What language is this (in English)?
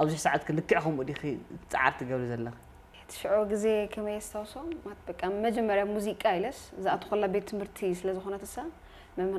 Tigrinya